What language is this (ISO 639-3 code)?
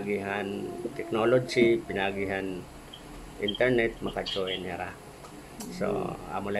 war